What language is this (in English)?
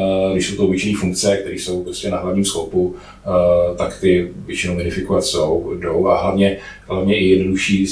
Czech